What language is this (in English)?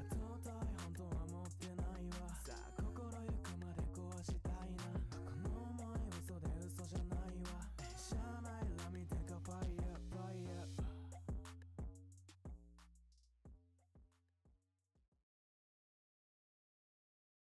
Japanese